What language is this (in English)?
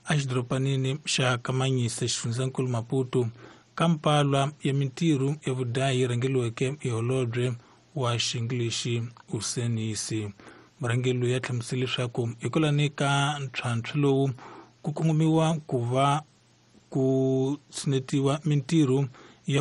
Tsonga